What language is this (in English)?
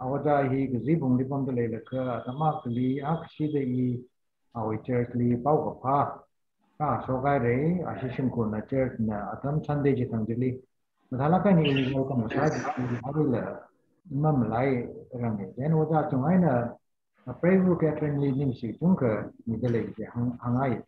Tangkhul Naga (India)